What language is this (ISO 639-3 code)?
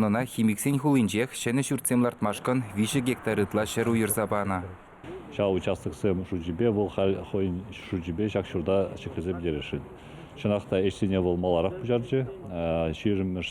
chv